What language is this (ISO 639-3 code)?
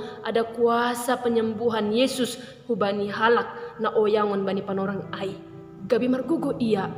bts